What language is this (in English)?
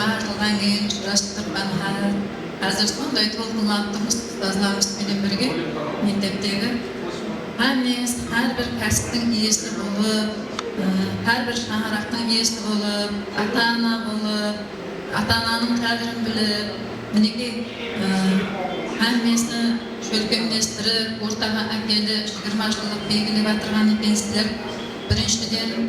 Kara-Kalpak